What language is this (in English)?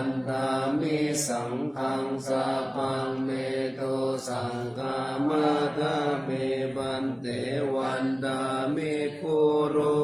Pali